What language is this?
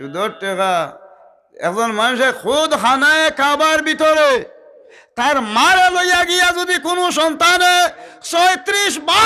Sylheti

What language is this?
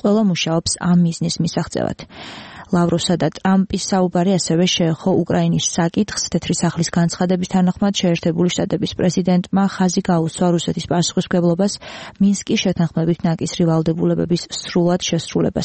Georgian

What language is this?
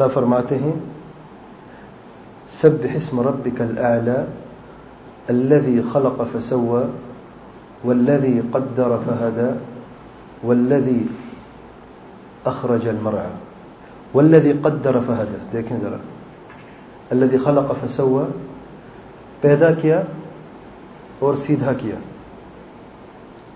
Urdu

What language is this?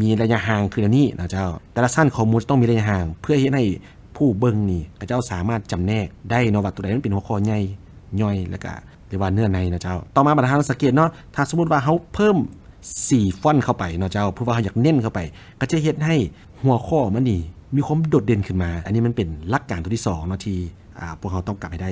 Lao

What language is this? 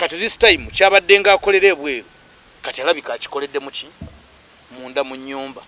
Ganda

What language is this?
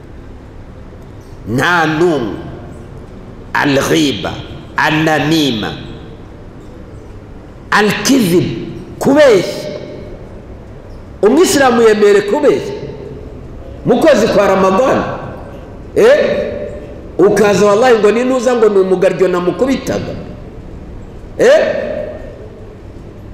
Kinyarwanda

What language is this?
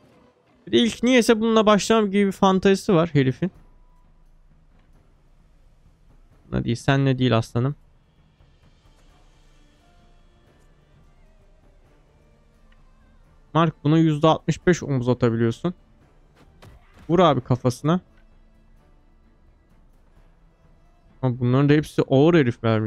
Turkish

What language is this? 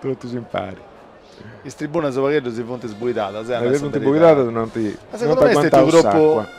Sardinian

